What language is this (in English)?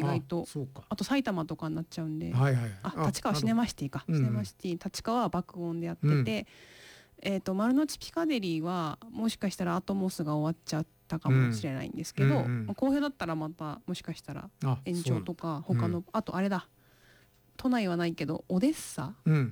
Japanese